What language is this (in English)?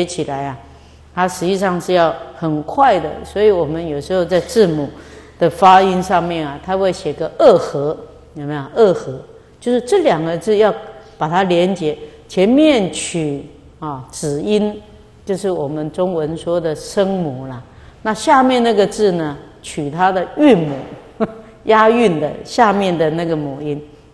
Chinese